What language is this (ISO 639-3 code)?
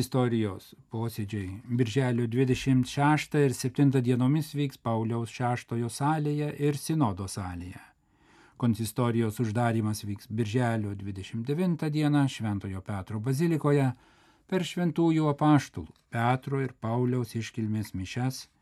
lit